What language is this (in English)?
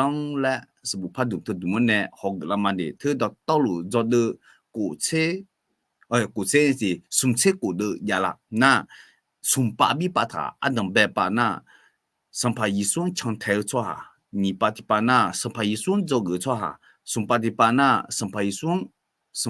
Akha